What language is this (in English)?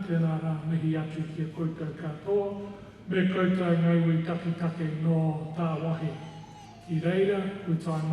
Māori